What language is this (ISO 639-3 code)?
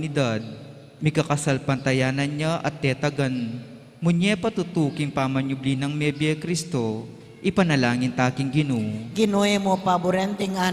pam